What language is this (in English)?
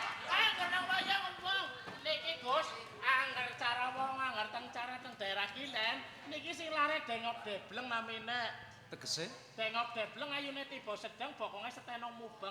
Javanese